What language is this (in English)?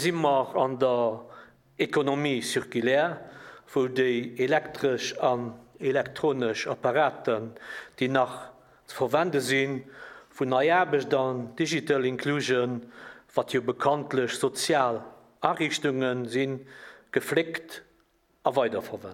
Luxembourgish